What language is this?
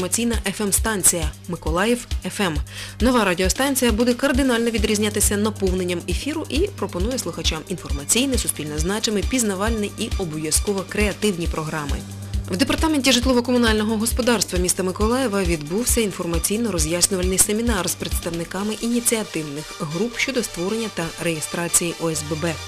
Ukrainian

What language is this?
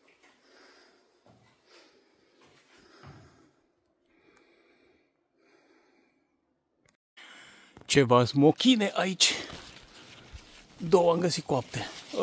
Romanian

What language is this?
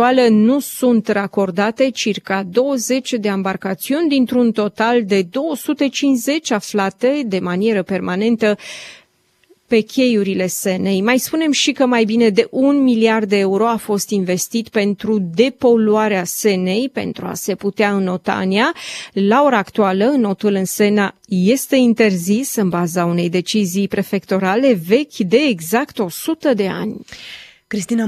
Romanian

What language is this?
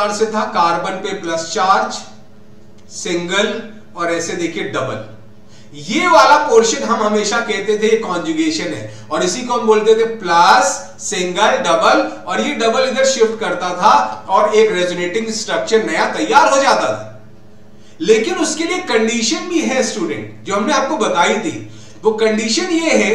Hindi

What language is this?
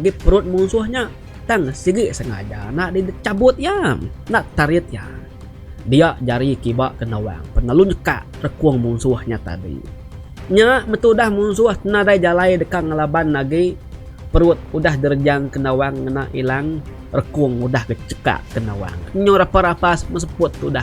Iban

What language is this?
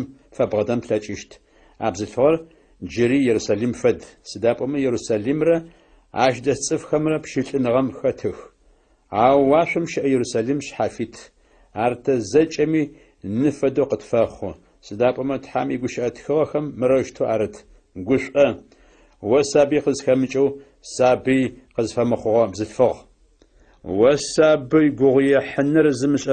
Adyghe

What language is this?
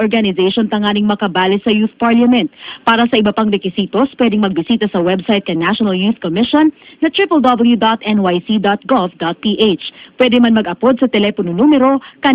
Bikol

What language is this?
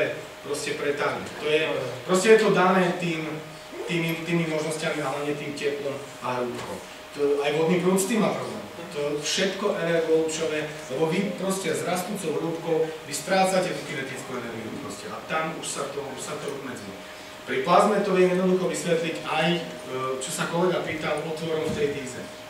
Slovak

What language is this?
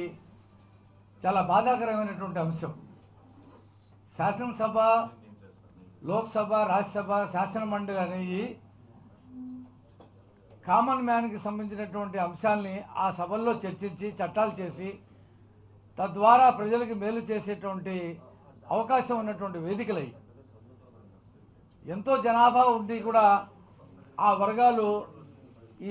Telugu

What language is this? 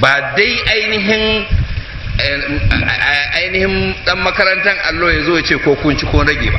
Hausa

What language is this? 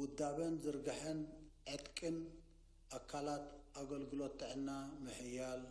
Tigrinya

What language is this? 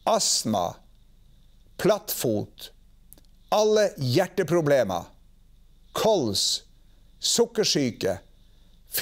Norwegian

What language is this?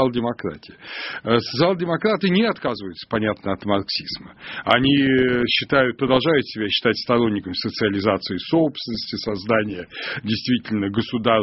Russian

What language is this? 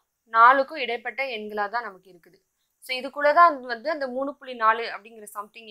Tamil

